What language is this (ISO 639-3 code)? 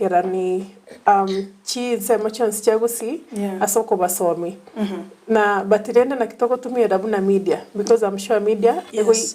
guz